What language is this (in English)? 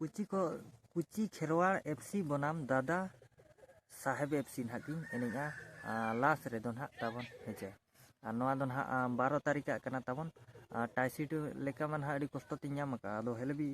Santali